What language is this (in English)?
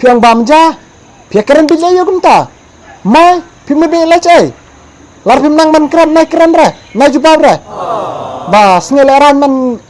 Khasi